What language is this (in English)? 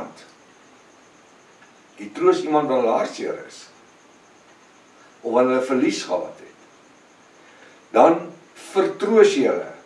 Afrikaans